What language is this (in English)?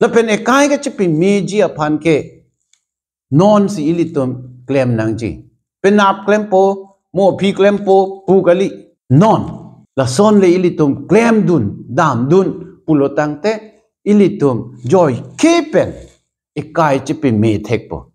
Karbi